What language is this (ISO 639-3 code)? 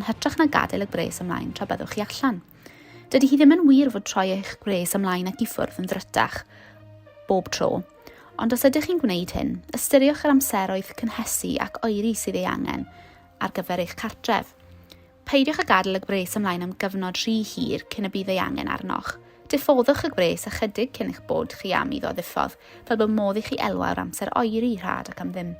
cym